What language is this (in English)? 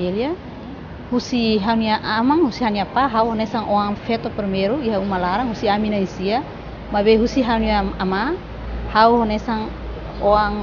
Tetum